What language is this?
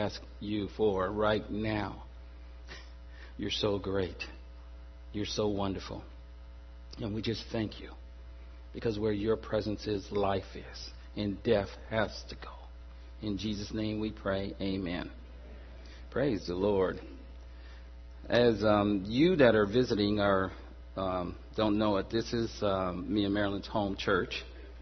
English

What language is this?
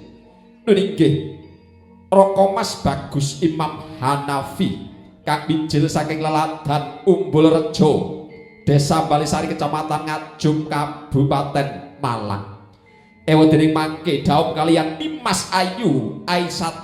Javanese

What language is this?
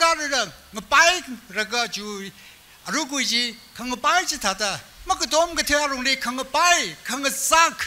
Tangkhul Naga (India)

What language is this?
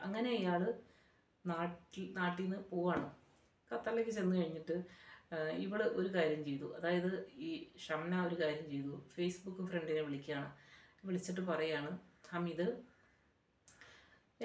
Malayalam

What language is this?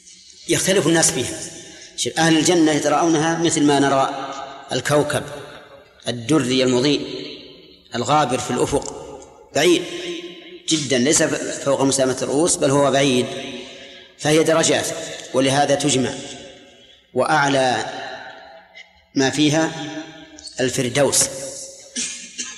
Arabic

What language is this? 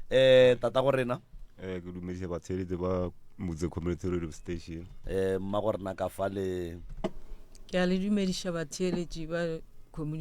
Northern Sotho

